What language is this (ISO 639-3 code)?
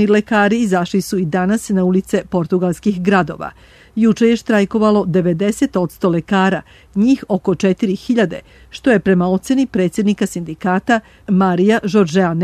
srp